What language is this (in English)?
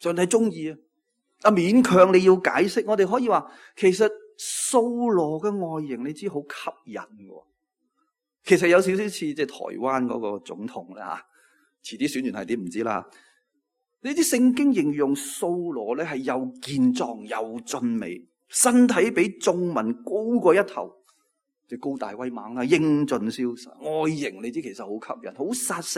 Cantonese